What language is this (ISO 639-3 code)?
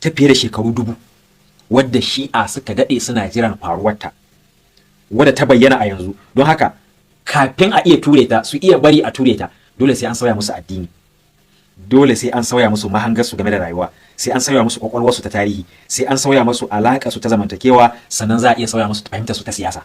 hau